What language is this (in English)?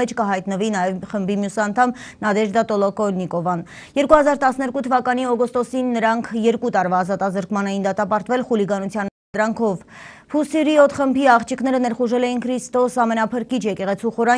Armenian